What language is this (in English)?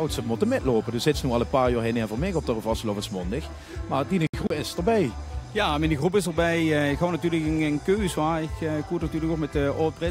Limburgish